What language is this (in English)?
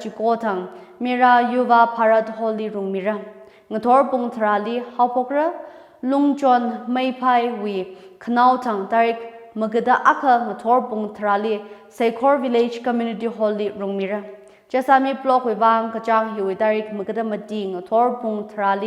Tangkhul Naga (India)